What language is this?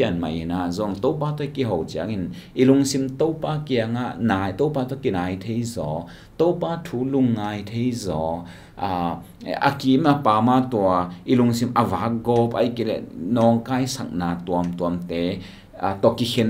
Tedim Chin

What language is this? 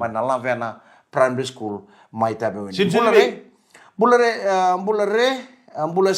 Fijian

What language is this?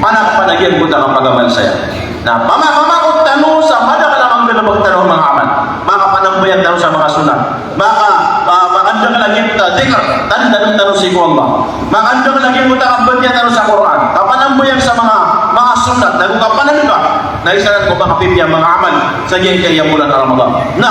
Maranao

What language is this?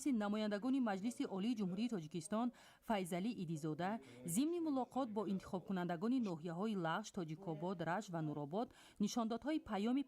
Tajik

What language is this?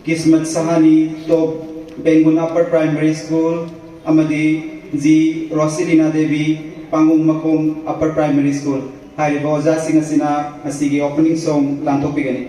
Manipuri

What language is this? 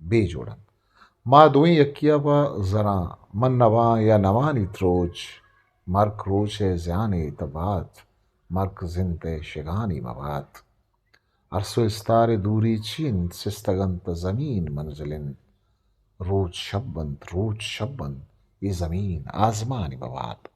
Eastern Balochi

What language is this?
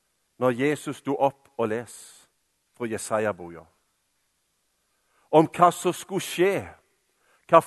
Norwegian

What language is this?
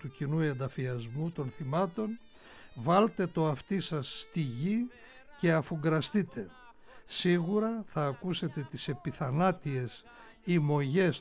Greek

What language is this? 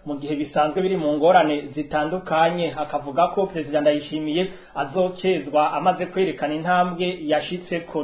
Rundi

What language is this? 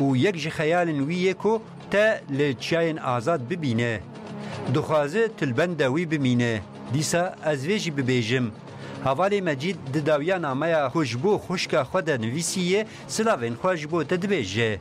Kurdish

